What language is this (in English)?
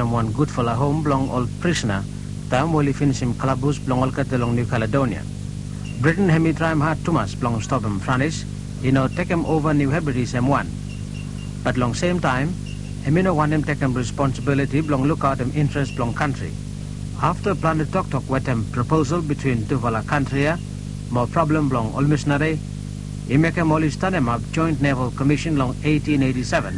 Bislama